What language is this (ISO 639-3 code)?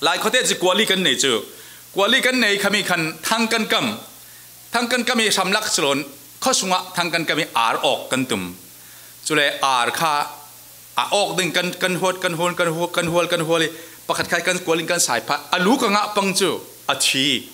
cfm